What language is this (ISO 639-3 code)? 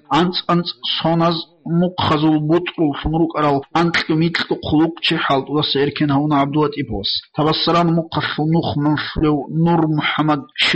ava